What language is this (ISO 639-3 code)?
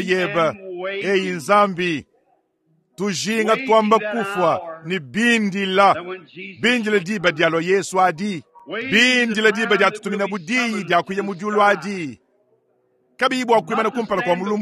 lua